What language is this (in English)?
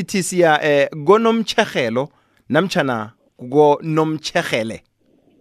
South Ndebele